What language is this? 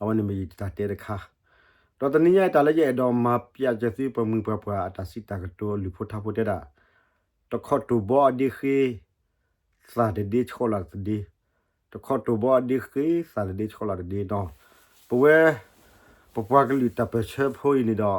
S'gaw Karen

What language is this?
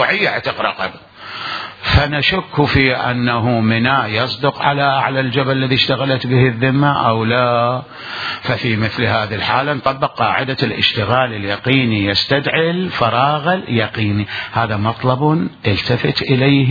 Mesopotamian Arabic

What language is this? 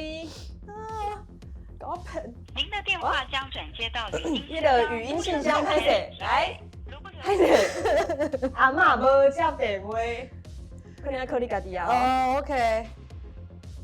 Min Nan Chinese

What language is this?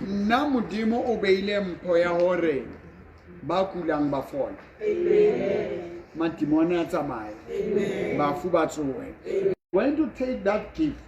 Southern Sotho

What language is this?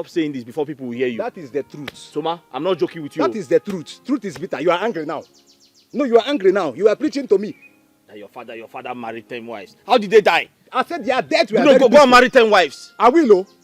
Nigerian Pidgin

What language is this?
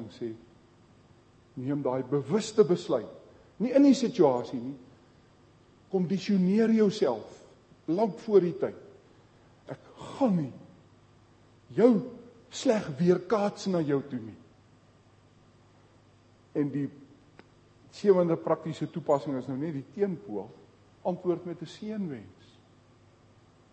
Afrikaans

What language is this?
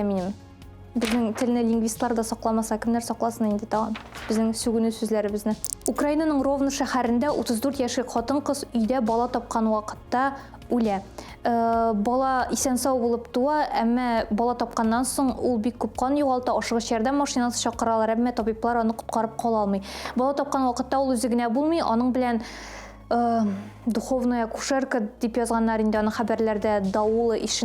Tatar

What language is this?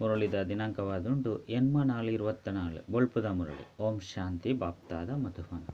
Tulu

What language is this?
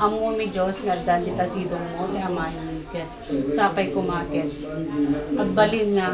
Iloko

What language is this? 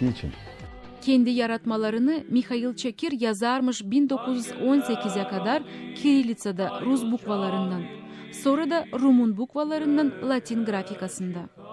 Gagauz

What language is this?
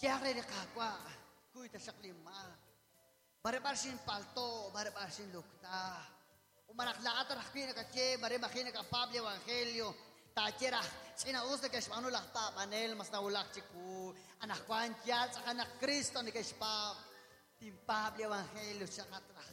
Kekchí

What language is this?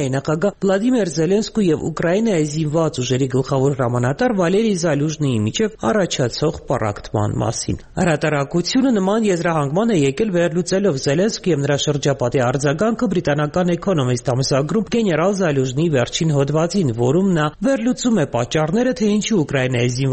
Armenian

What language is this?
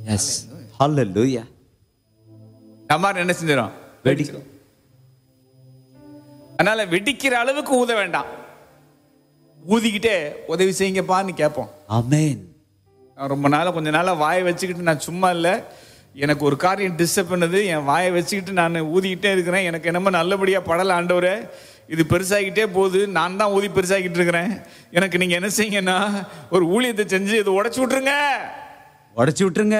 Tamil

